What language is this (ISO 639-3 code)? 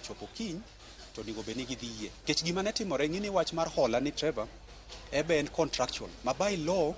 luo